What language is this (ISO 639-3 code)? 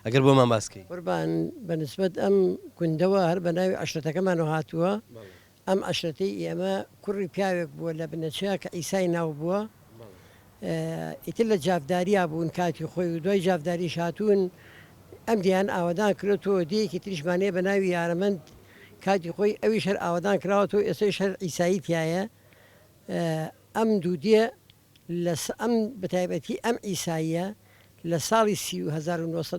ckb